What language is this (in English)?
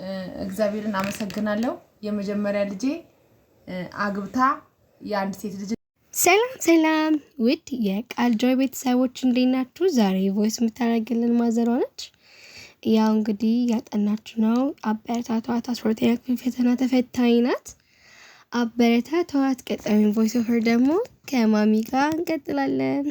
Amharic